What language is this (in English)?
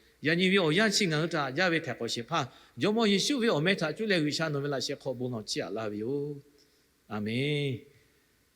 Lahu